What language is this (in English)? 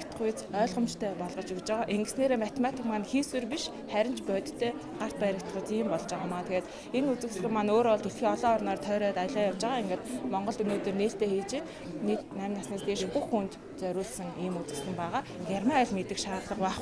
Mongolian